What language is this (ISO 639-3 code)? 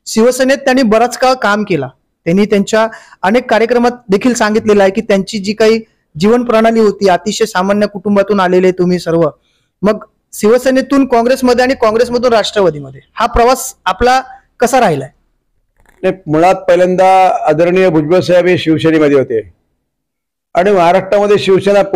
mar